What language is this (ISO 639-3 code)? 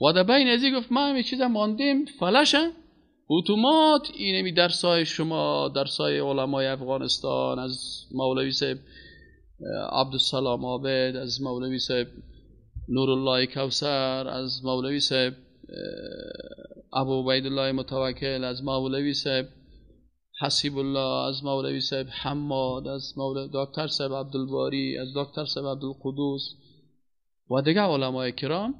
fas